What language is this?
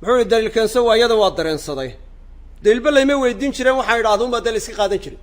Somali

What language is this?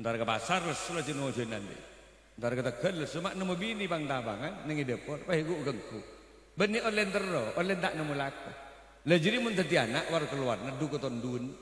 Madurese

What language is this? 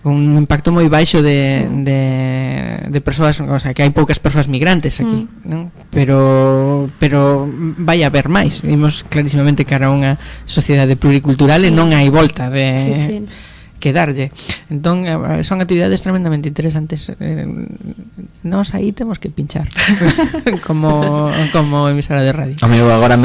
Galician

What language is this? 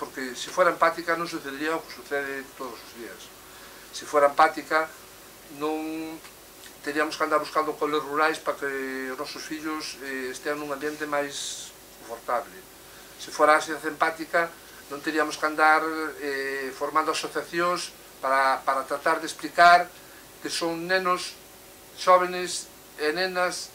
Galician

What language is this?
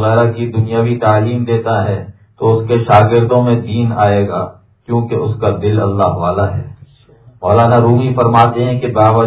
Urdu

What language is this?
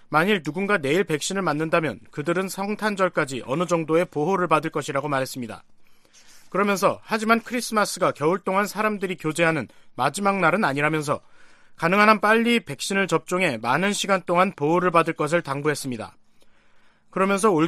Korean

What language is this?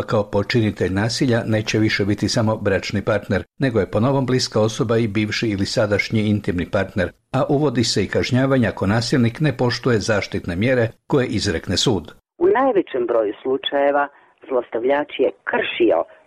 Croatian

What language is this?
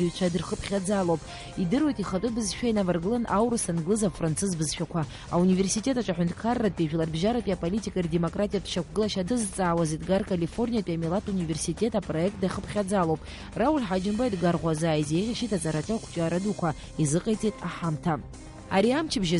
Abkhazian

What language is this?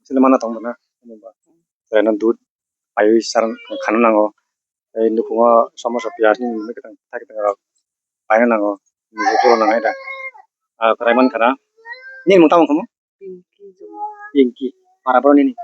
Kok Borok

